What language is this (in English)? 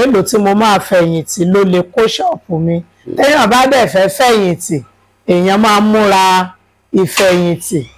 Yoruba